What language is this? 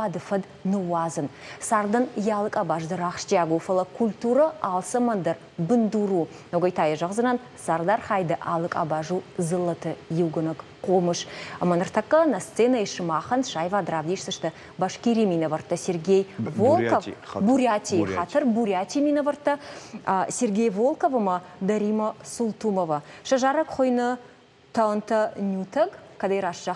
Ossetic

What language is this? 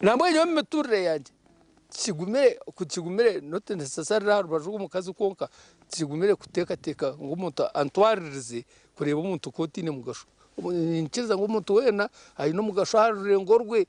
Nyankole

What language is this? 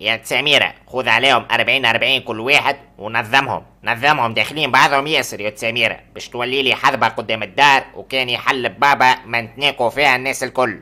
Tunisian Arabic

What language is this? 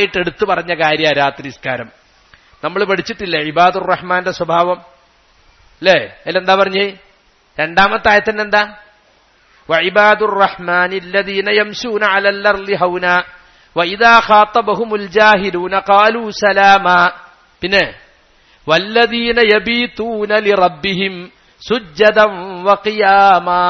Malayalam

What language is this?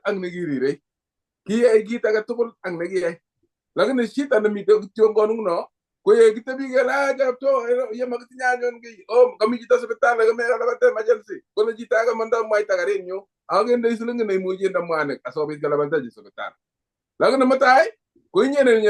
Kalenjin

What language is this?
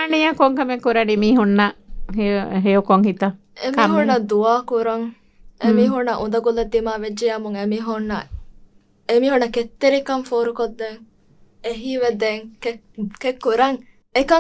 Divehi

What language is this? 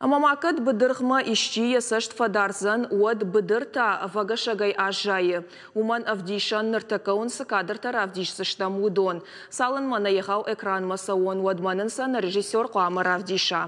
Ossetic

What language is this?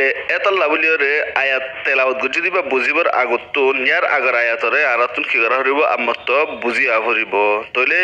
Rohingya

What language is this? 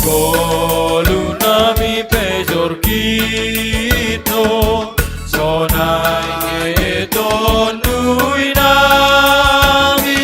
Batak Simalungun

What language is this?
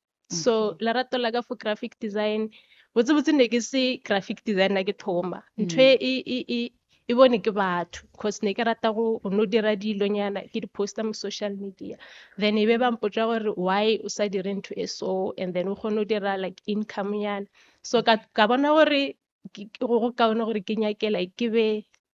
Northern Sotho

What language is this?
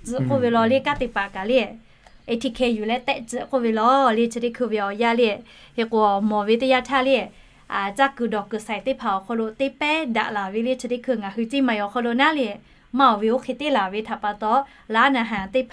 Lahu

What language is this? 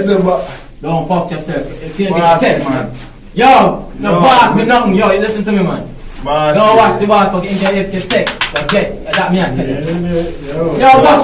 Jamaican Creole English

